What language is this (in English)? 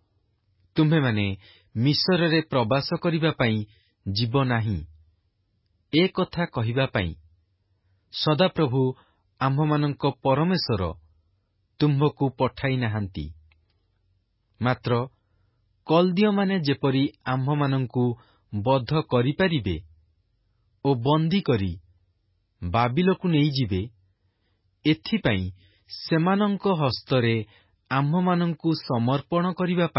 Odia